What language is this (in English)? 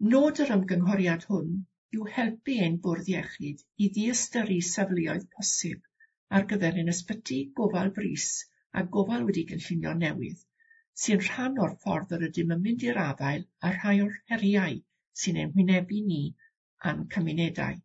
Welsh